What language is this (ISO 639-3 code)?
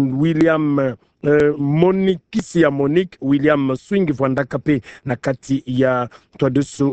ktu